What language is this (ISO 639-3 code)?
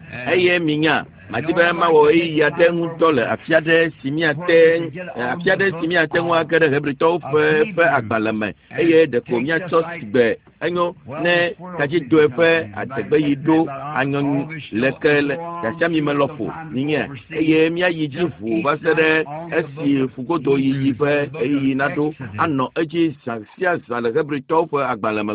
ewe